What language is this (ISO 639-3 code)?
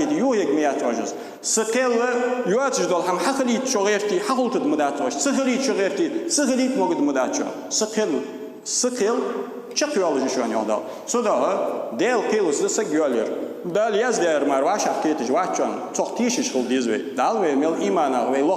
inh